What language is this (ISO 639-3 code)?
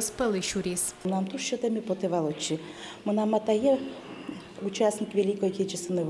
udm